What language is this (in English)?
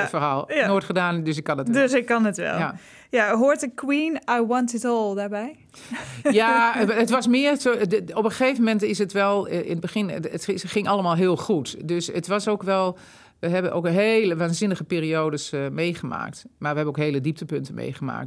Dutch